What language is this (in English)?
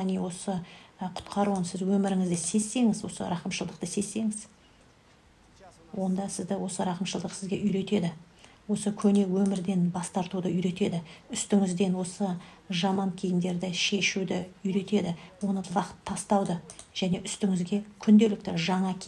Kazakh